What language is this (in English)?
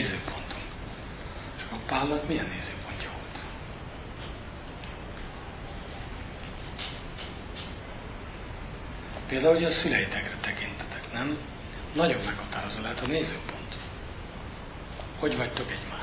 Hungarian